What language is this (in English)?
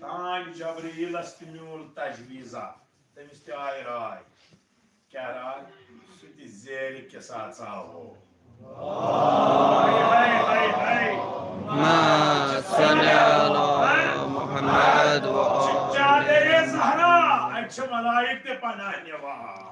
Kashmiri